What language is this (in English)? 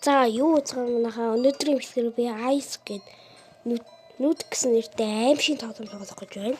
Mongolian